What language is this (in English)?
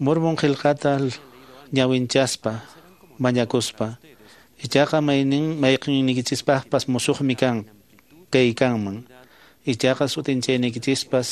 Quechua